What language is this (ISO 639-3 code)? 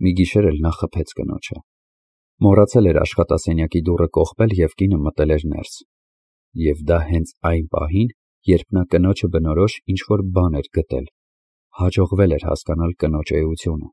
hye